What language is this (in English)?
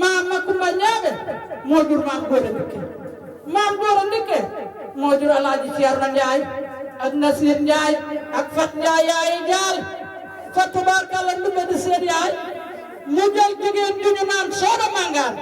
Wolof